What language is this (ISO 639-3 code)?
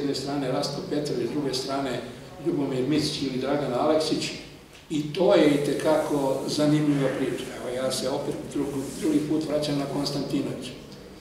srp